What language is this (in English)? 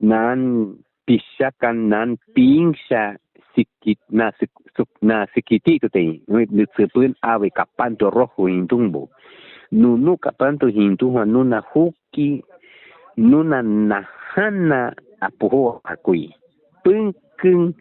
Aguaruna